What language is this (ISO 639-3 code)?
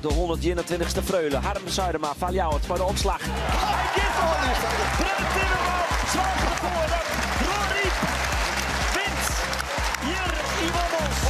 fry